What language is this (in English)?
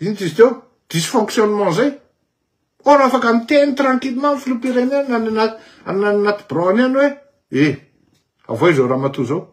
Malagasy